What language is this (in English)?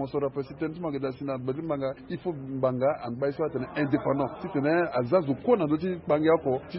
Sango